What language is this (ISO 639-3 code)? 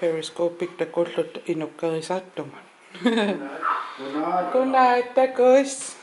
kal